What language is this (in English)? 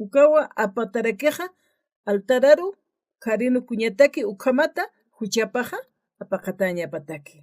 Aymara